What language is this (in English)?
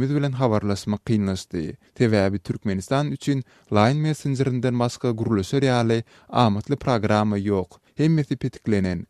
Turkmen